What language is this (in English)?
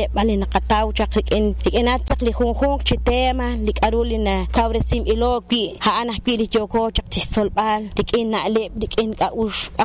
Kekchí